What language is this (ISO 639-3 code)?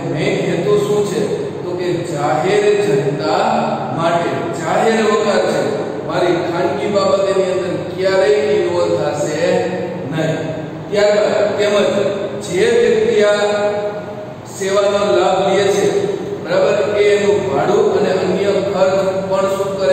guj